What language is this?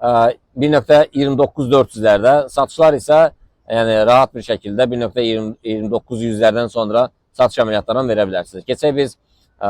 Azerbaijani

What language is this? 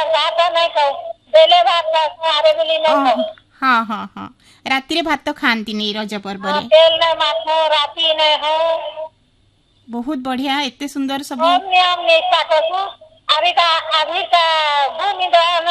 Odia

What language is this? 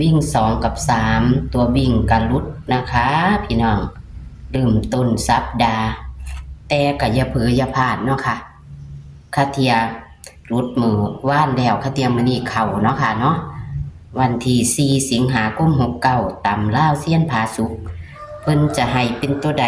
Lao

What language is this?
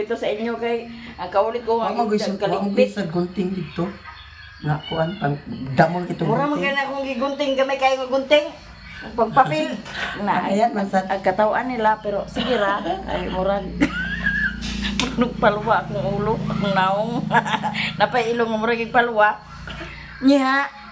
Cebuano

